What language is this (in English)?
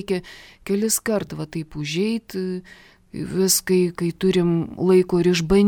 Lithuanian